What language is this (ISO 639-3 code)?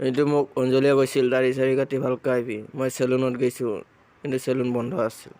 asm